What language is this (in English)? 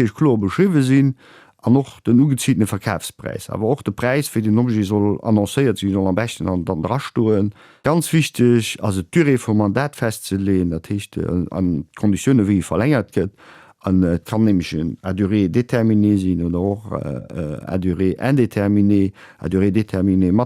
Luxembourgish